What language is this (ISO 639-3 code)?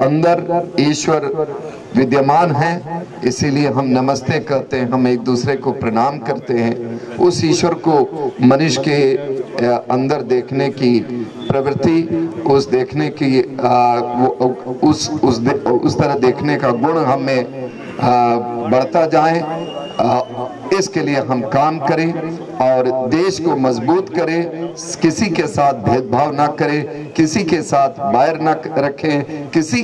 hin